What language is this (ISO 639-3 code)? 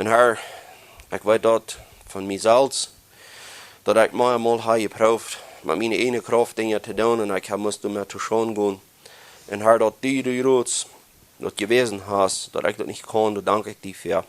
pdt